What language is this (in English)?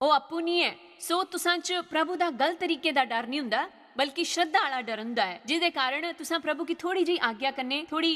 Dogri